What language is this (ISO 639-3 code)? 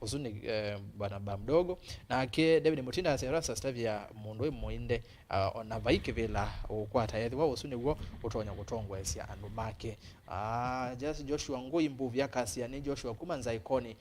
kam